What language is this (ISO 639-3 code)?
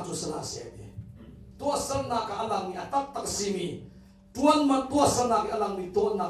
cnh